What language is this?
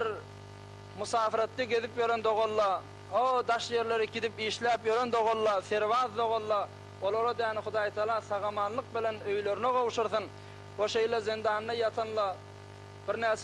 Turkmen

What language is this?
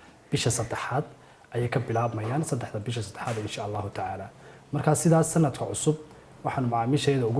Somali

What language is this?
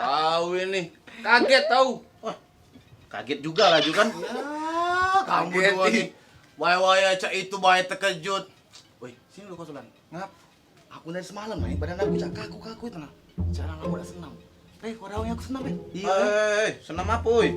Musi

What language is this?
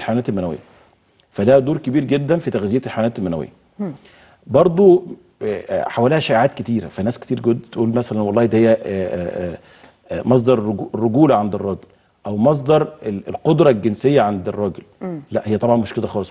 Egyptian Arabic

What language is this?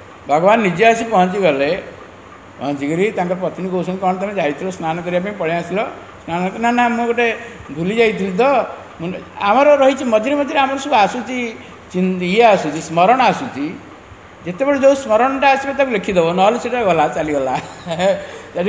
Odia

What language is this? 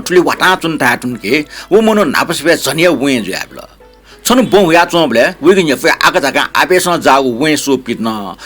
Newari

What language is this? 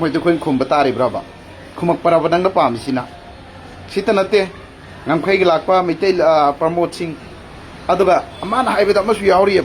Manipuri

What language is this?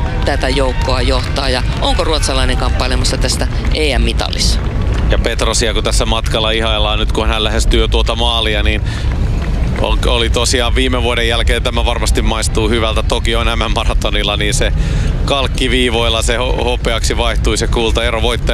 Finnish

